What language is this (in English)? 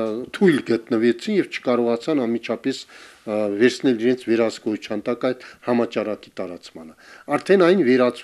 Armenian